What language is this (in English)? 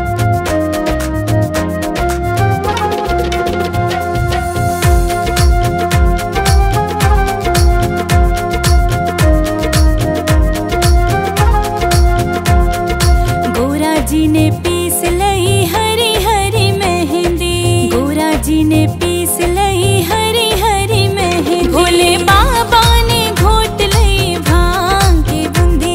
Haryanvi